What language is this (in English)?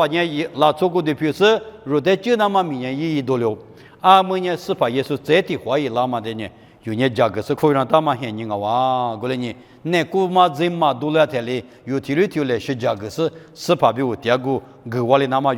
Lisu